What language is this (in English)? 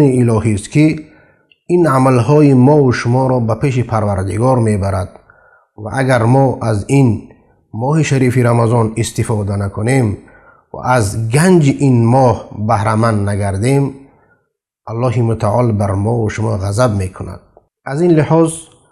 Persian